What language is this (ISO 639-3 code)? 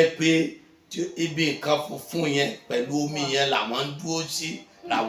yor